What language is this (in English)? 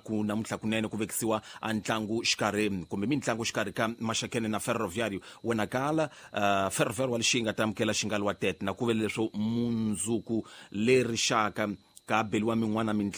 Tsonga